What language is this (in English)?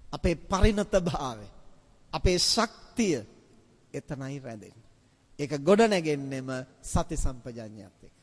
Sinhala